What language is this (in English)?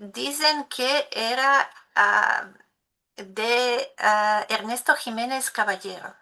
Ladino